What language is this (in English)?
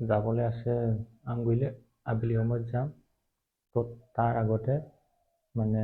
Assamese